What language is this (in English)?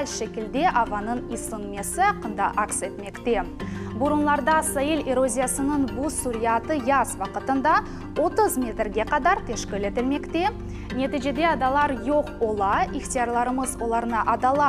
Crimean Tatar